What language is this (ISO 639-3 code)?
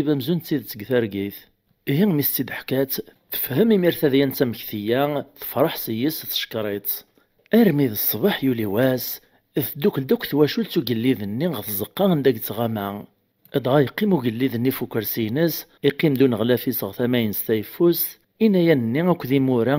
kab